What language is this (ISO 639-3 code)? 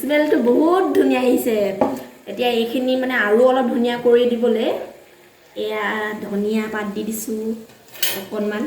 asm